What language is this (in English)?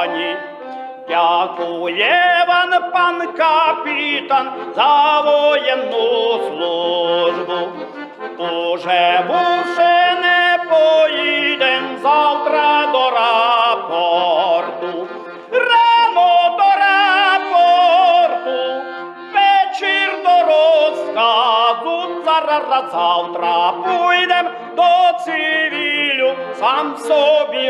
Rusyn